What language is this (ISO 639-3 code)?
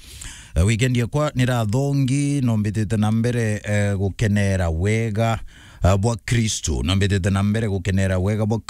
mer